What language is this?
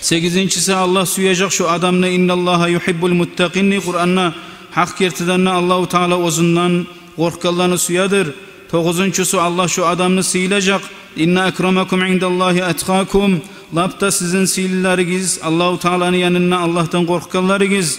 Kumyk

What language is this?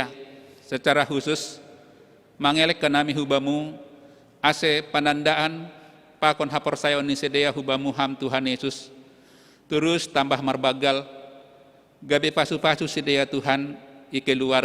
Batak Simalungun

